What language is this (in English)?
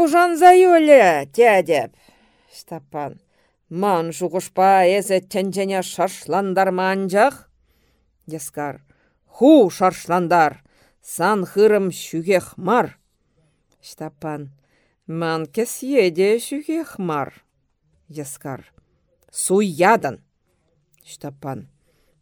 Chuvash